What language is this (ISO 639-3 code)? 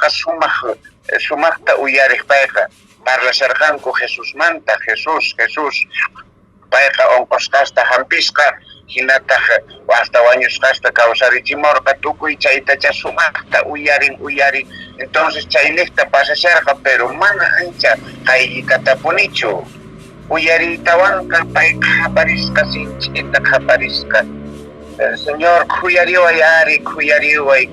que